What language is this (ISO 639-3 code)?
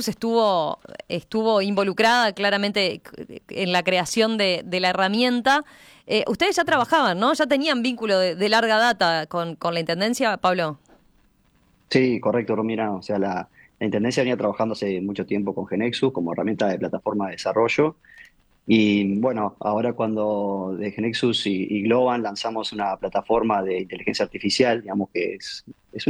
spa